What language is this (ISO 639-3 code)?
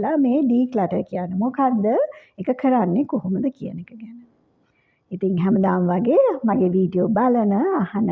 sin